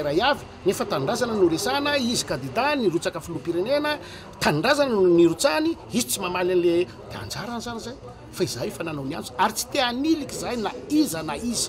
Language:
Malagasy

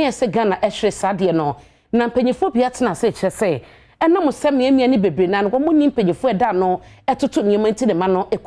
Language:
Akan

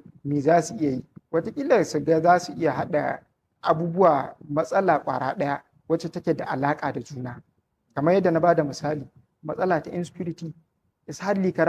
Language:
Hausa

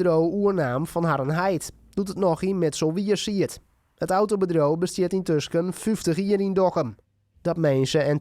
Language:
Western Frisian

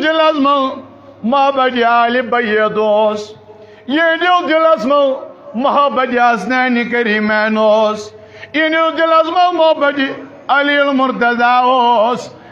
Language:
Kashmiri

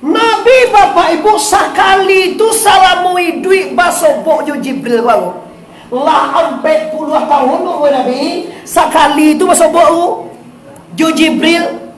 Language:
Minangkabau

